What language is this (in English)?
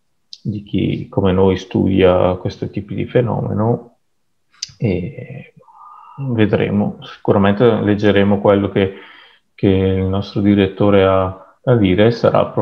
Italian